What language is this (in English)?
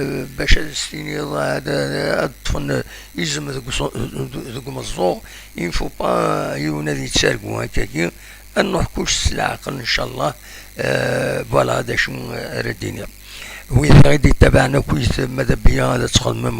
Kabyle